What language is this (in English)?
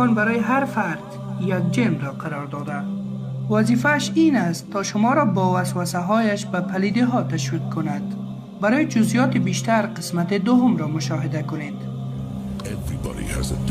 Tajik